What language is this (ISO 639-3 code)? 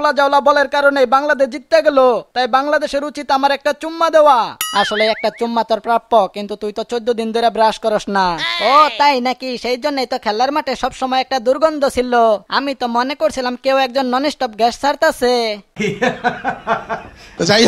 ben